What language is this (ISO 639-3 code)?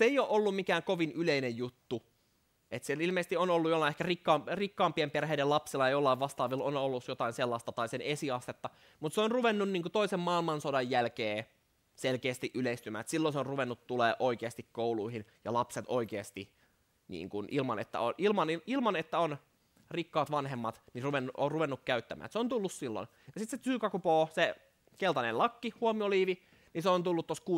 fin